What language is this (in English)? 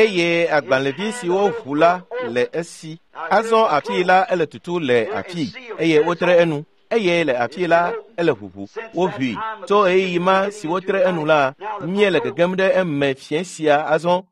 Ewe